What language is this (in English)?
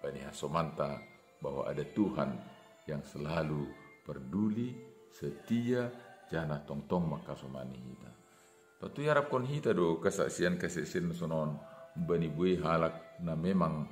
Batak Simalungun